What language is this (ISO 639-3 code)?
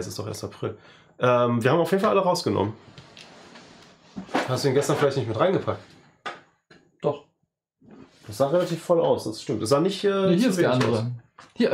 deu